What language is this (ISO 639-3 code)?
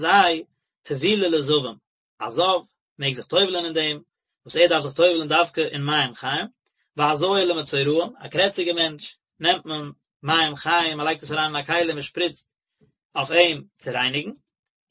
yid